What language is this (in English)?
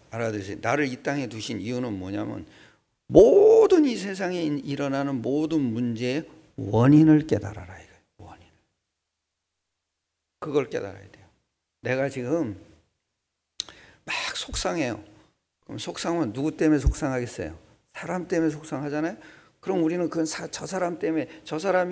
Korean